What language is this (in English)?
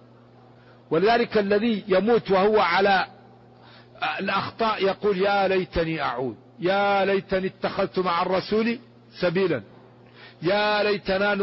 Arabic